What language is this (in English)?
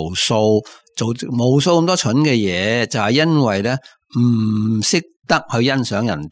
Cantonese